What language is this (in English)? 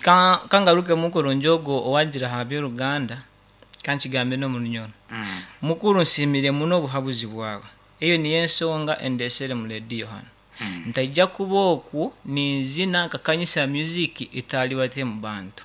Nyankole